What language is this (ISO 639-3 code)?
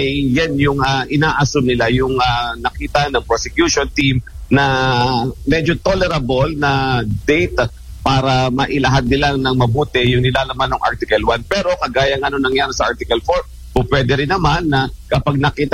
fil